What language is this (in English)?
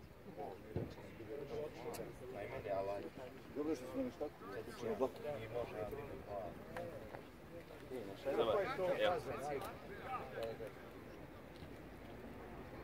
Croatian